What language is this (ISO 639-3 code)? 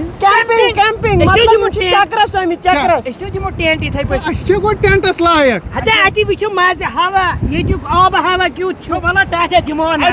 kas